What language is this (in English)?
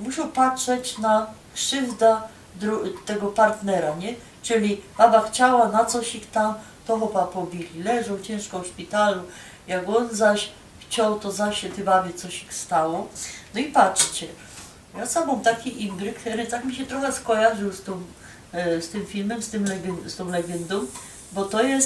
Silesian